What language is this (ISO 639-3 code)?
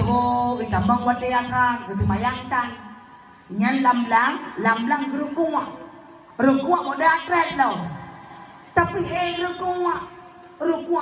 ace